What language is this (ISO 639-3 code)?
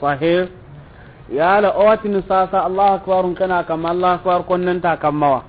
snk